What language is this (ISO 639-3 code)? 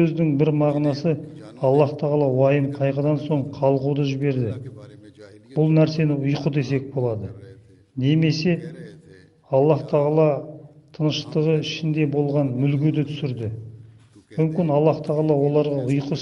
kaz